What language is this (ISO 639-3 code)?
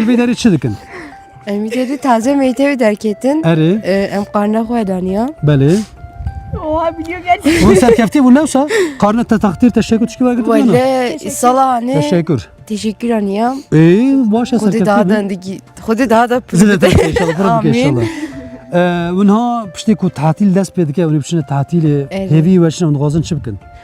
kur